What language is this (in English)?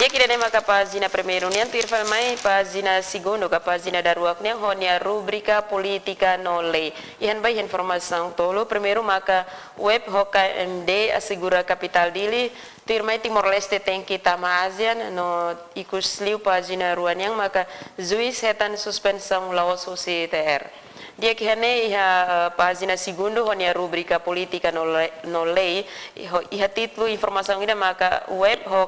Tetum